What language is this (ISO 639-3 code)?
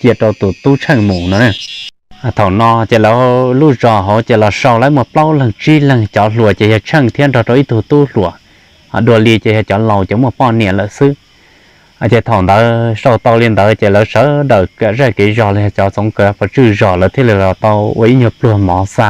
hmn